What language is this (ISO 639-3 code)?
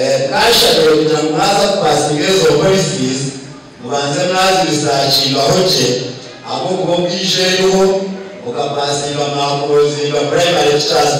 nyn